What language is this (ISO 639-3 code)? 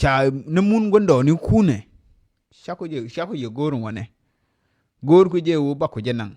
nus